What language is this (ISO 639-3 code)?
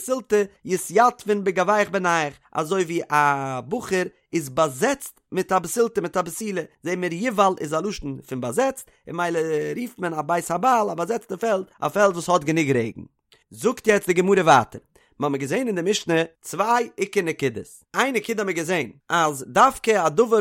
yid